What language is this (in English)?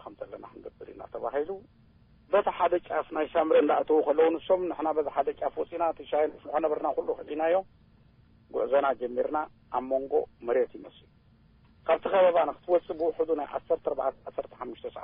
Tigrinya